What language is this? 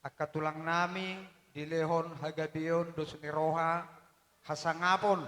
Batak Toba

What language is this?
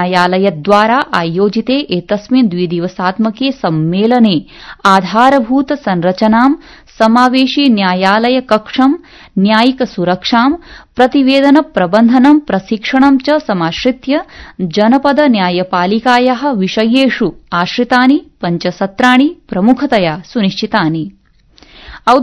Sanskrit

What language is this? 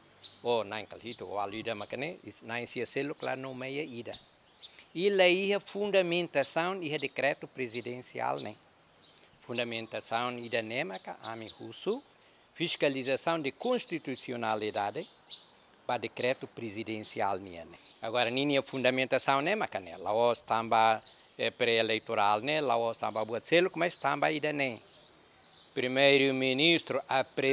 Tetum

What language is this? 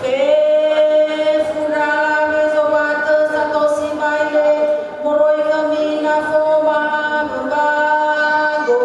Nias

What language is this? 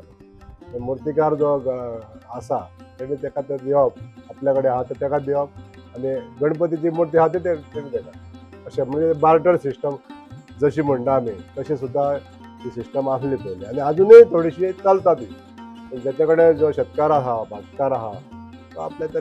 Konkani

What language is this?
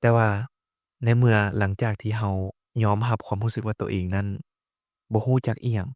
Lao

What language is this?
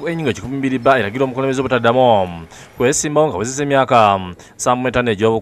Ganda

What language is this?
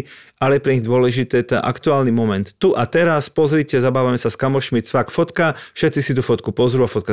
Slovak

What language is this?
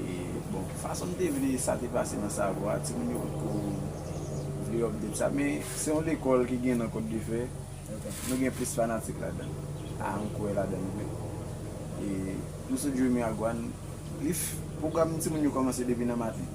Haitian Creole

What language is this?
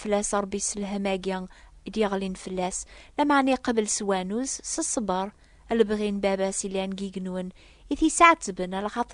Kabyle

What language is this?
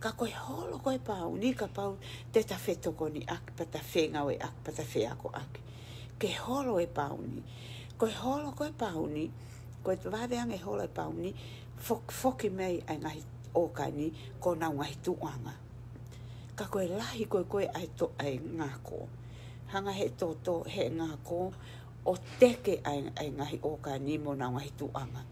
Tongan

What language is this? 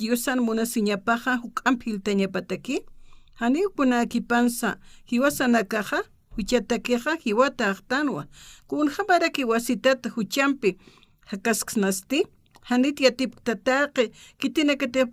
Aymara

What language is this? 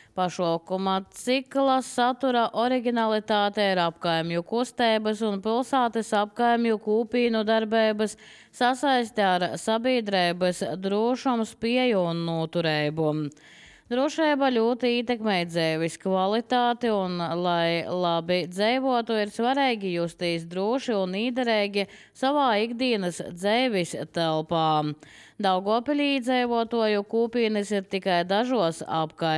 Latvian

